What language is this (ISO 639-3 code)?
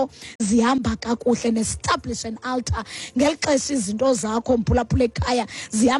xho